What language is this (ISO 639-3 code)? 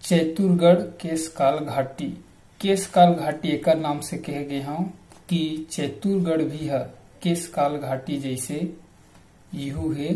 hne